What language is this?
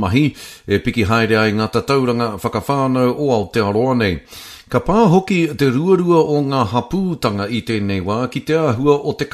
Māori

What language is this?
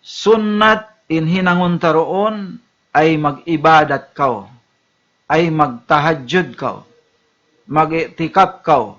Tausug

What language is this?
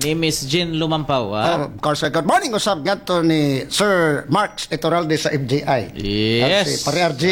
Cebuano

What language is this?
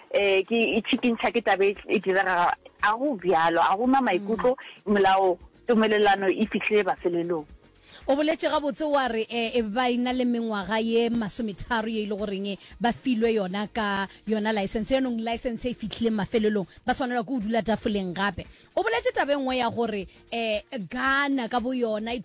Northern Sotho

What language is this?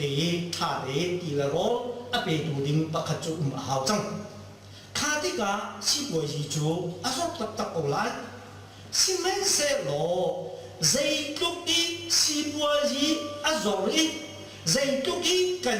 Hakha Chin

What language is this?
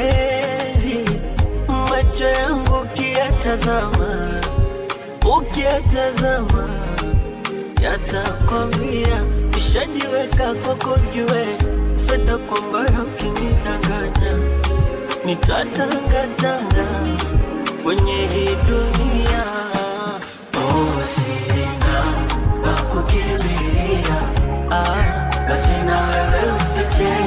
Swahili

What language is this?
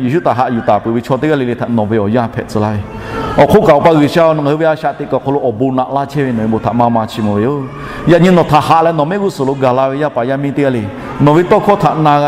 Lahu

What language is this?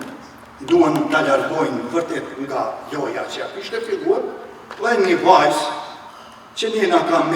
Albanian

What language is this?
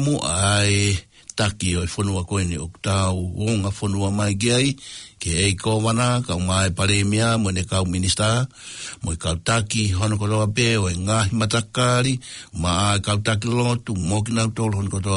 Tongan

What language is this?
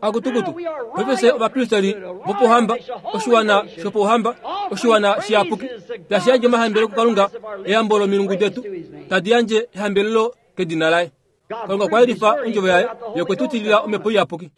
Kuanyama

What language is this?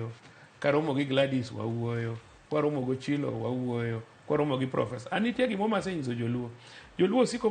Luo (Kenya and Tanzania)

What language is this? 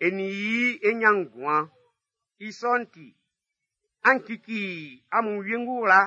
Baoulé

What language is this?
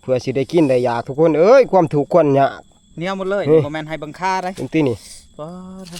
Northeastern Thai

